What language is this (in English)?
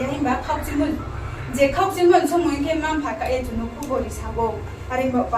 Riang (India)